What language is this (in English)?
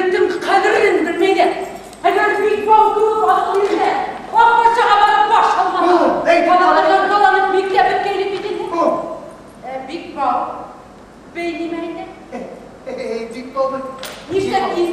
Bashkir